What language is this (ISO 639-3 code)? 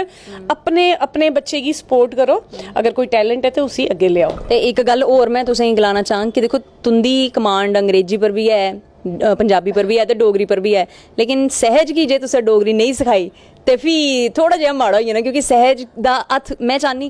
doi